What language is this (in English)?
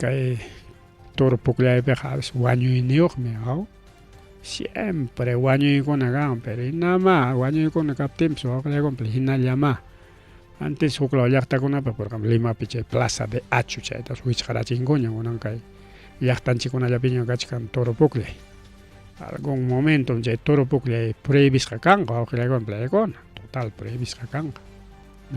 Ayacucho Quechua